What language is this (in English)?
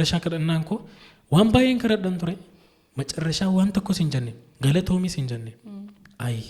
Oromo